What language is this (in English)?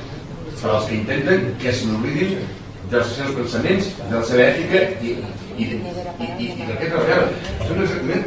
Catalan